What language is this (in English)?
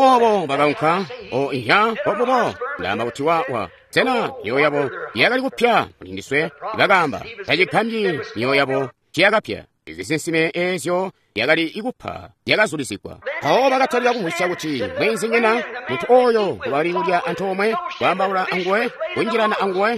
Tonga (Zambia)